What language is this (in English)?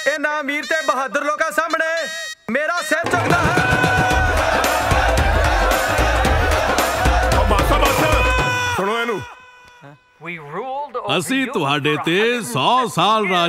Punjabi